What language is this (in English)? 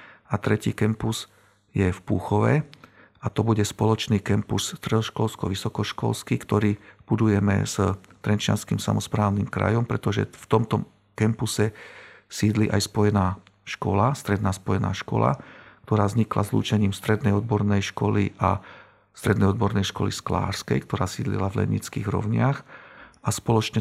Slovak